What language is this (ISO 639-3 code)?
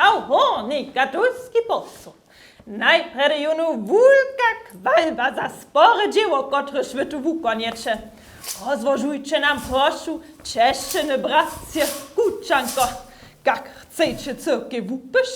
hsb